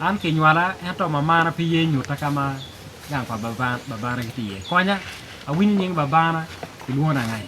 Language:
Acoli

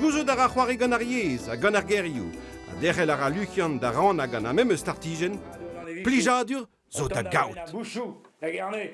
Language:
Breton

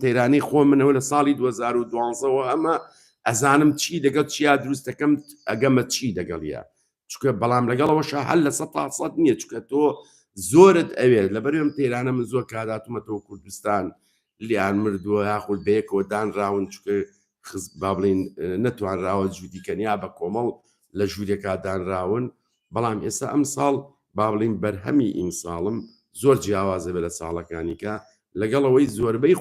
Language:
Central Kurdish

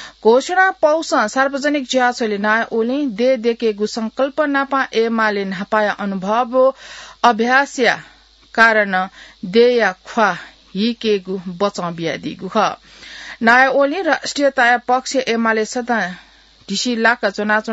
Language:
Newari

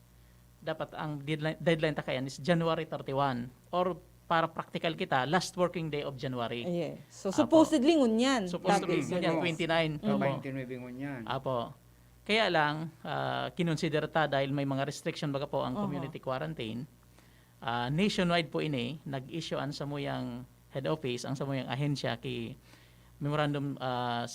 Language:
Bikol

